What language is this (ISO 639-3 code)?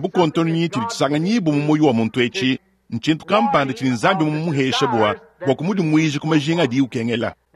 lua